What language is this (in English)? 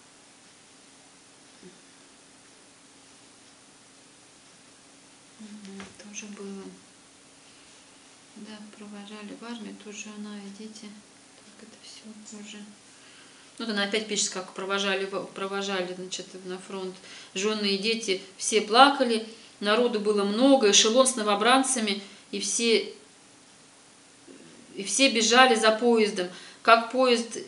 Russian